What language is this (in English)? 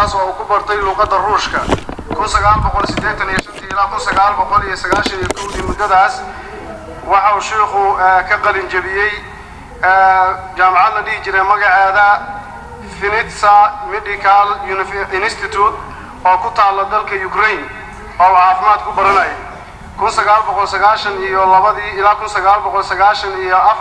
Somali